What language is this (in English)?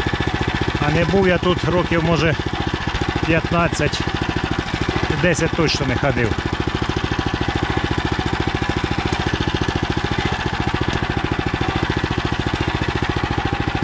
Ukrainian